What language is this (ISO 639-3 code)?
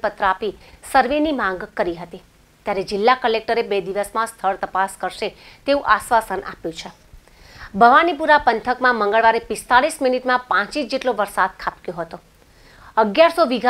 guj